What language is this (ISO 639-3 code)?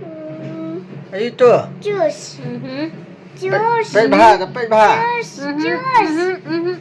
kha